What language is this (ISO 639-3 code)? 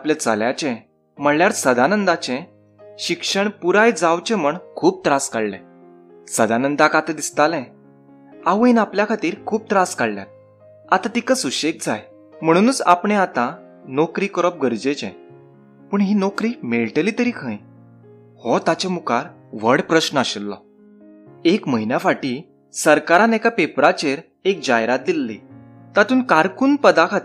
kok